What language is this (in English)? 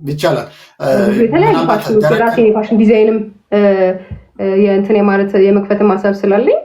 Amharic